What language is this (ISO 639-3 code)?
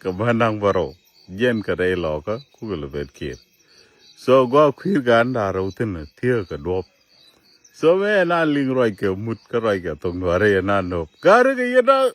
nus